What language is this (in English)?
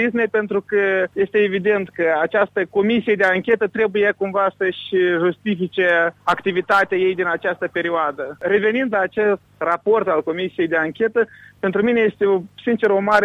Romanian